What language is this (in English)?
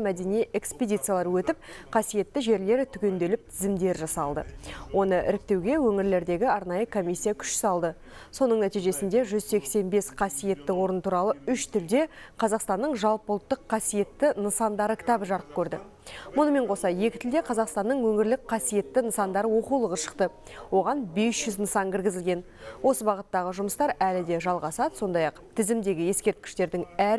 Kazakh